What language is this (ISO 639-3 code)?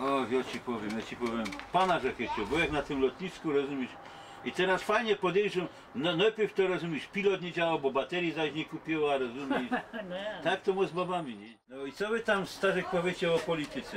szl